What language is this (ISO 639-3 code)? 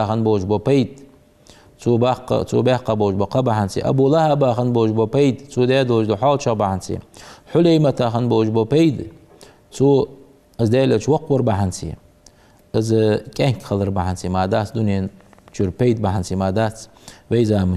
inh